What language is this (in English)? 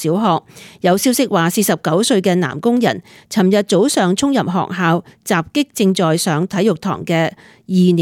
Cantonese